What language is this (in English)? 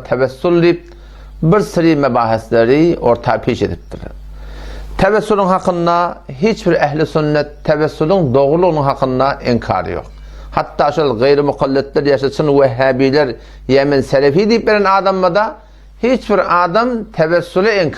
Turkmen